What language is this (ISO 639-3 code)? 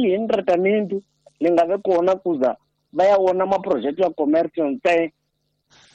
tso